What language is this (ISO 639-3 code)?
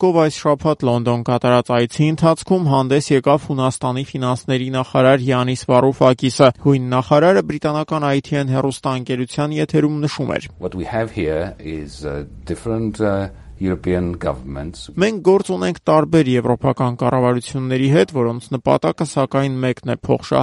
hye